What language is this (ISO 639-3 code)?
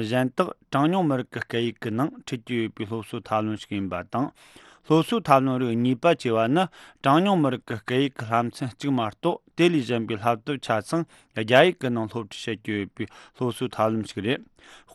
bod